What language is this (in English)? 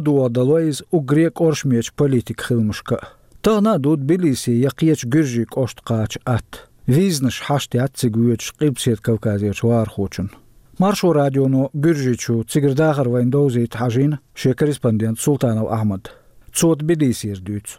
Chechen